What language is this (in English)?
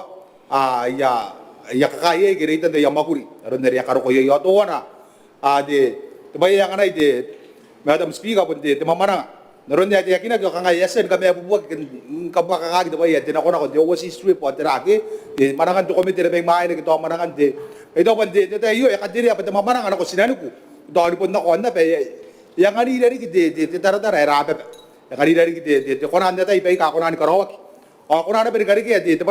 Gilbertese